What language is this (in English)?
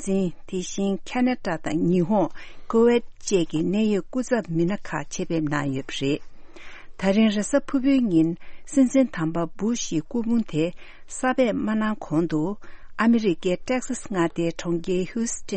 Tibetan